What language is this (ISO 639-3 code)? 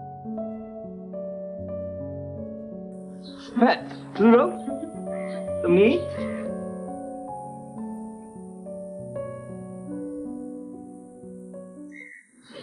mya